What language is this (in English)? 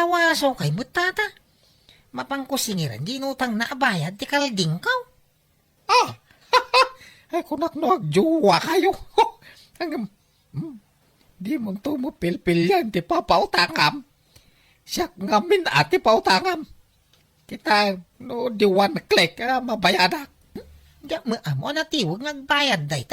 Iloko